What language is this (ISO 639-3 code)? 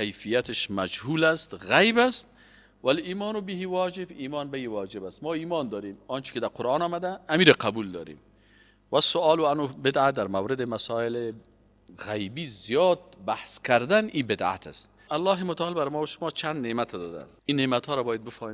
fas